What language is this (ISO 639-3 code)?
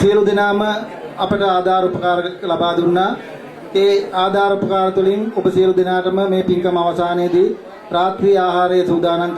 sin